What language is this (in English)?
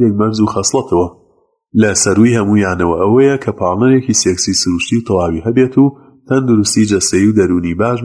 Central Kurdish